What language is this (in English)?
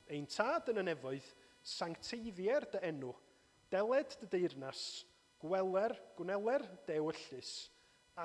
Welsh